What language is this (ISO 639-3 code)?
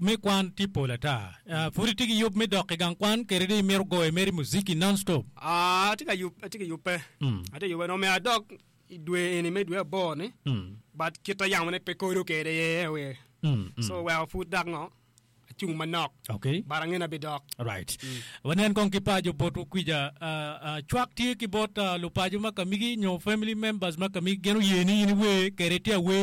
ach